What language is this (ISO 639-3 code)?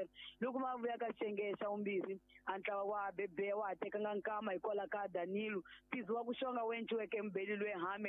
tso